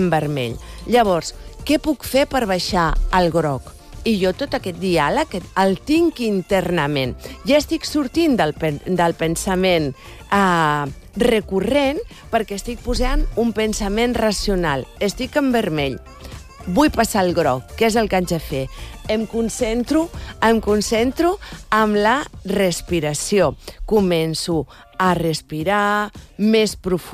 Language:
Catalan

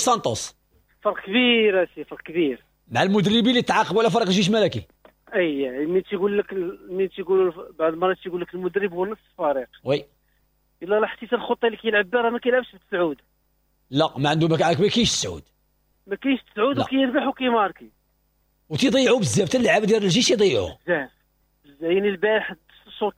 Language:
Moroccan Arabic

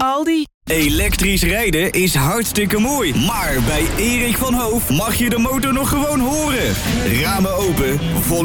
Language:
Dutch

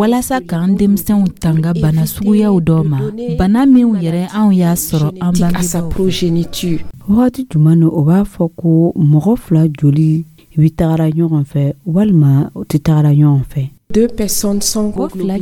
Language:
Dyula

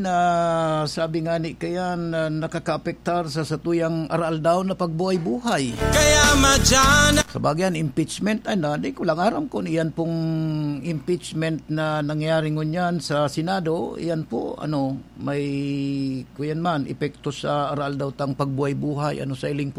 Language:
Bikol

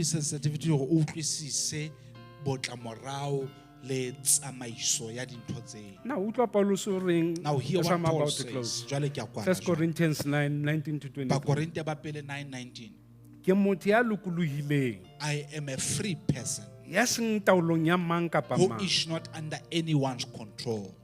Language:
Southern Sotho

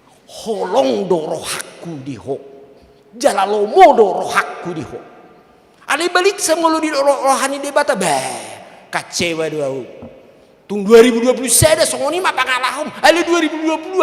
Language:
Batak Toba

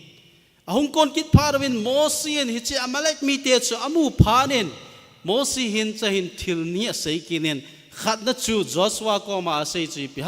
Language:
Thado Chin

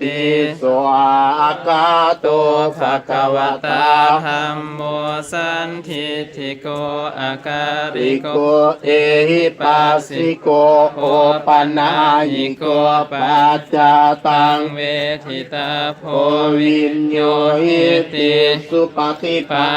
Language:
Pali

